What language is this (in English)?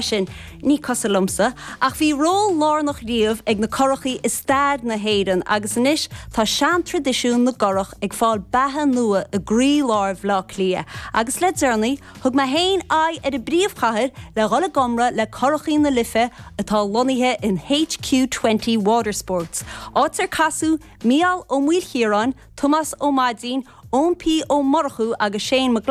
Irish